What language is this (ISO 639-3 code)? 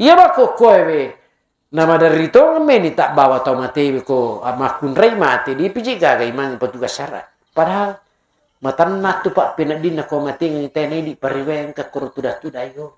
bug